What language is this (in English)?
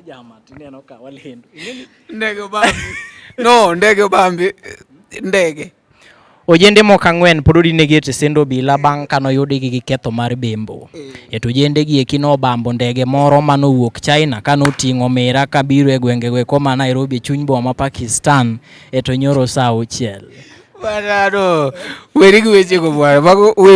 Luo (Kenya and Tanzania)